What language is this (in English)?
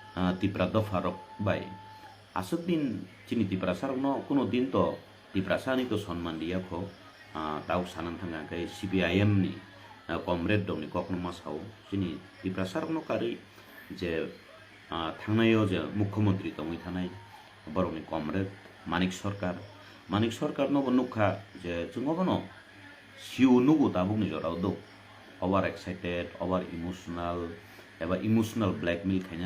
Kok Borok